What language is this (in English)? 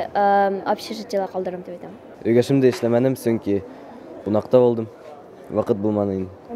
Bashkir